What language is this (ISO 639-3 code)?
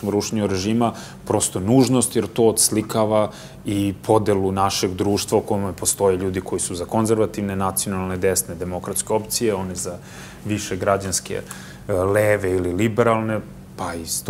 srp